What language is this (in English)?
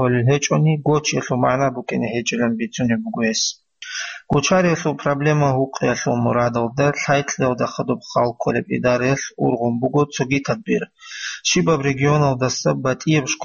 Avaric